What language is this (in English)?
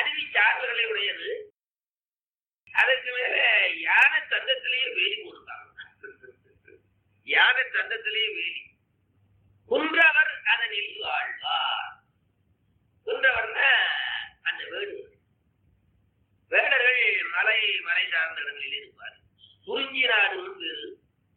Tamil